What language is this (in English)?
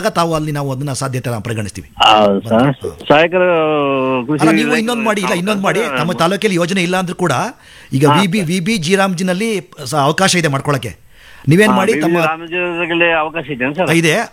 Kannada